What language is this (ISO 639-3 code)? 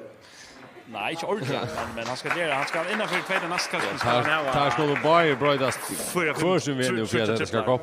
fao